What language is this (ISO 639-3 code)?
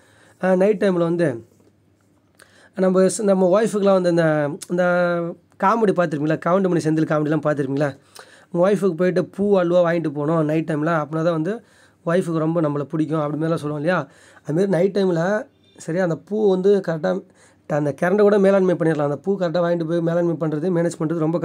tam